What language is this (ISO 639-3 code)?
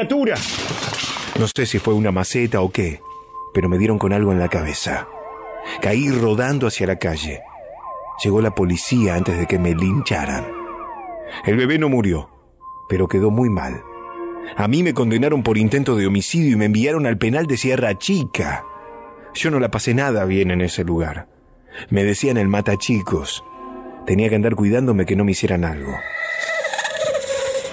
spa